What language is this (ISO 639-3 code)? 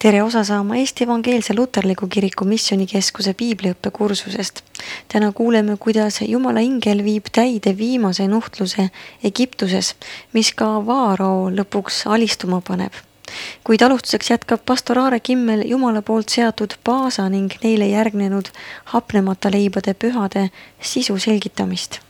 est